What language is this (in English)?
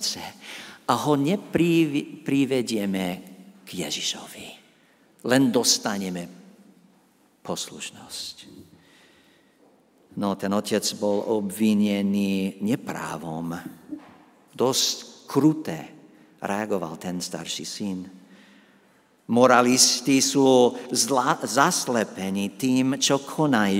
Slovak